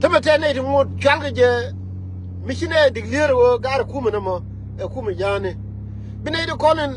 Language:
Nuer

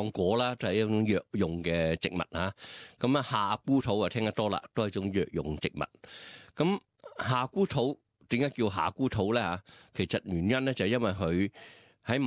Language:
Cantonese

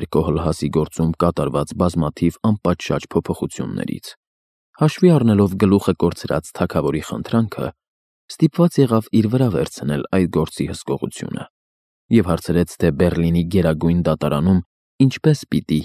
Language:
Armenian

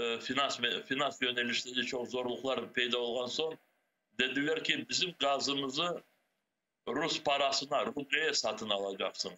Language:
Crimean Tatar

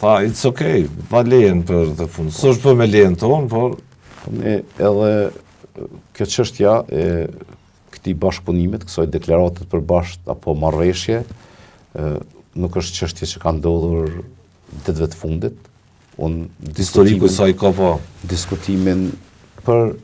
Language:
Albanian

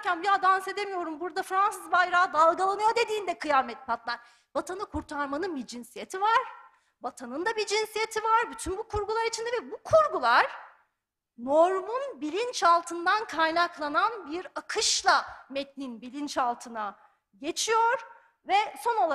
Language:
Turkish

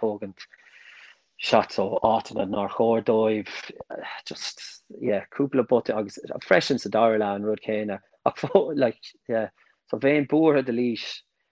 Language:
Irish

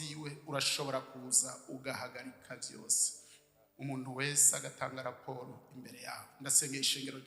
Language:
Rundi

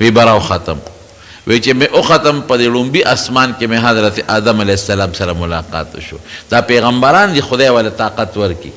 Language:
Pashto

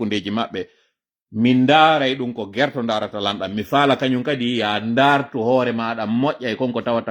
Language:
Fula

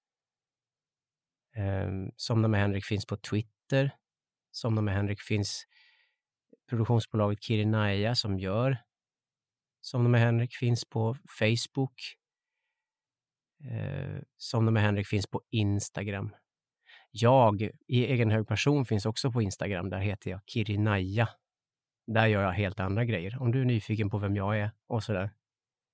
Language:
Swedish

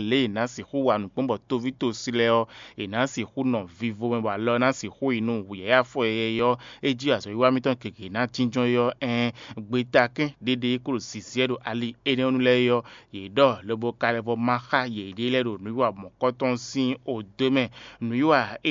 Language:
Fon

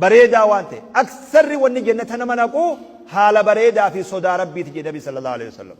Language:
Oromo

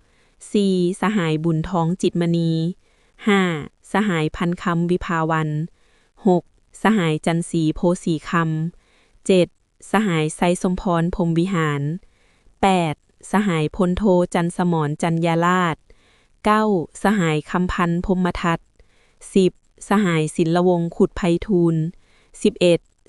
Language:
Lao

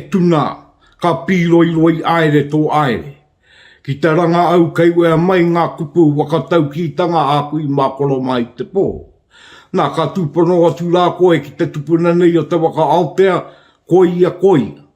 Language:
Māori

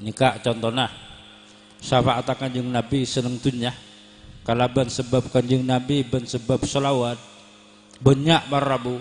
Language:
Madurese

